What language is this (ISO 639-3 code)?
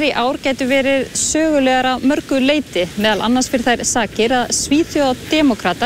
isl